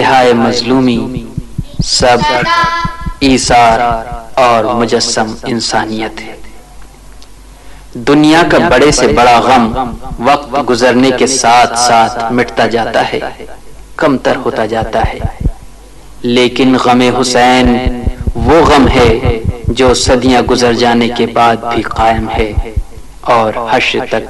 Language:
Urdu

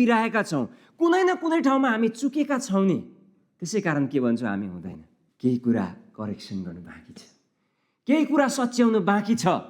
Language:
Nepali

